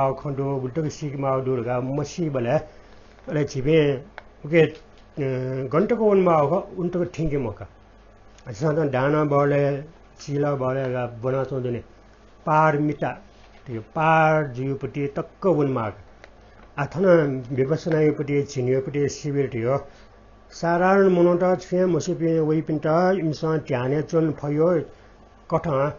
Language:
Newari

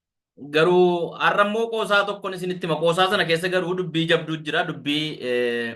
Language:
Oromo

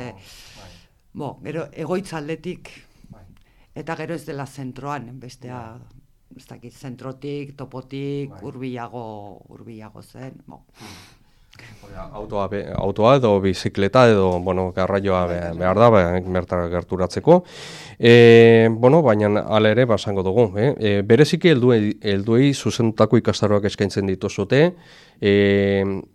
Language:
Basque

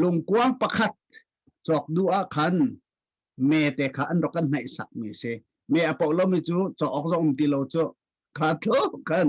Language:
Hakha Chin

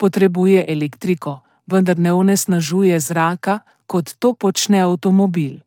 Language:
Slovenian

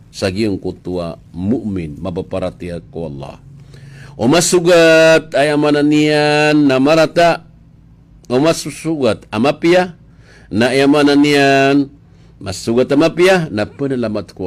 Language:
Maranao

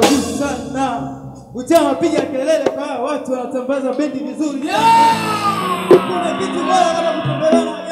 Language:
Swahili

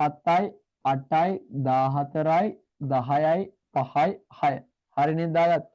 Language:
Sinhala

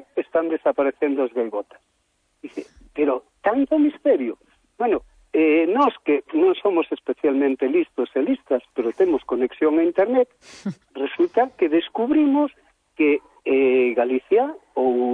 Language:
Galician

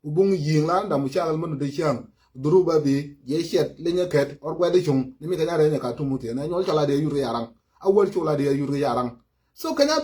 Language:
Nuer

